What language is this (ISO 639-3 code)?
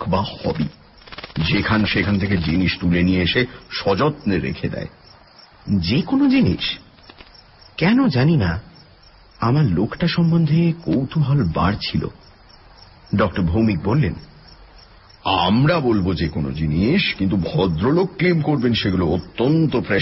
ben